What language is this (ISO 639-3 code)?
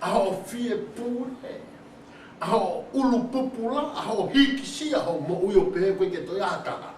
ton